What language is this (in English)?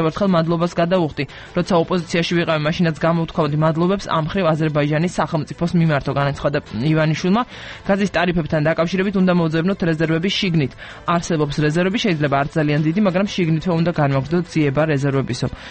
Georgian